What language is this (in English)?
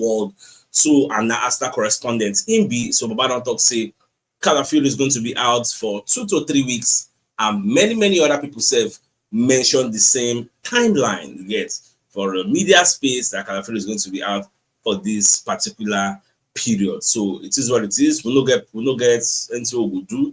Nigerian Pidgin